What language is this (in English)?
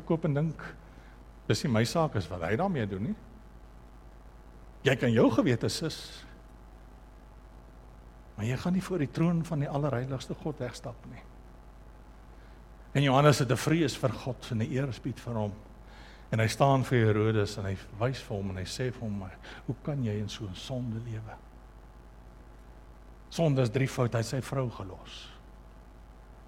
Afrikaans